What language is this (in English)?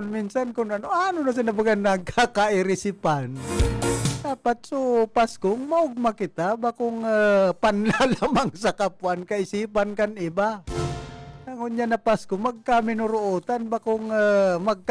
Bikol